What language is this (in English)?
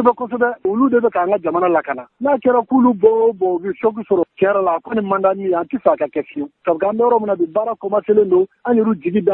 Bambara